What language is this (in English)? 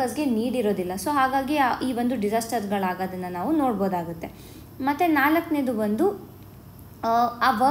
Kannada